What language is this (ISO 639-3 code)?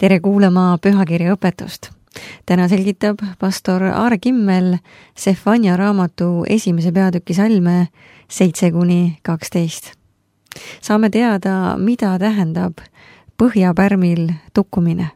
est